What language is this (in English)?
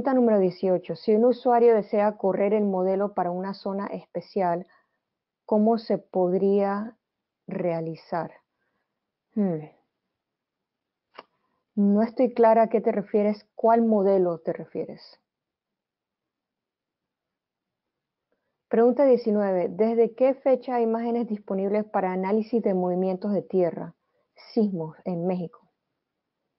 Spanish